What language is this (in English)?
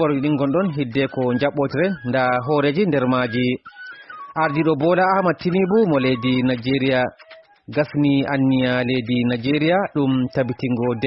Fula